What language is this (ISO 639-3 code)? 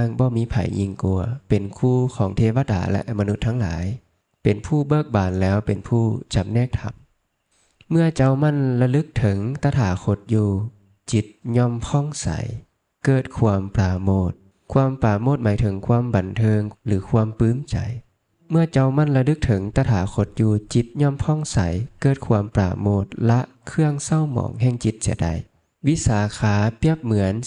lao